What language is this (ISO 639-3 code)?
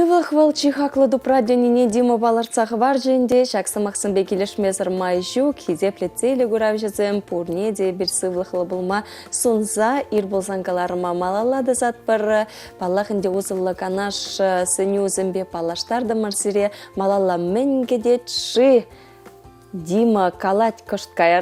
chv